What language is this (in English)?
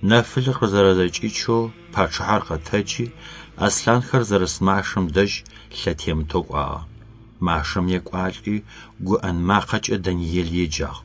Adyghe